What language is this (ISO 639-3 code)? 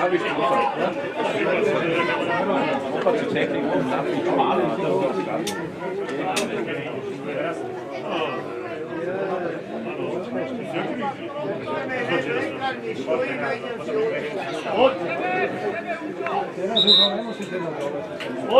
slk